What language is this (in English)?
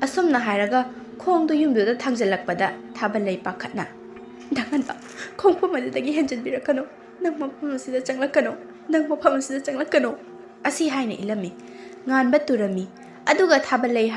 Manipuri